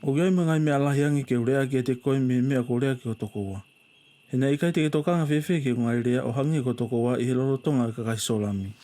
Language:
Tongan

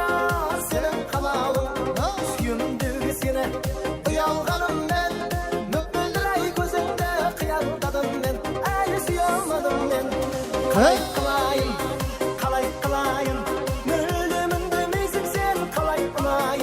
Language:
Kara-Kalpak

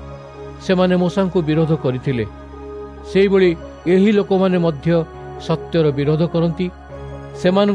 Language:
Odia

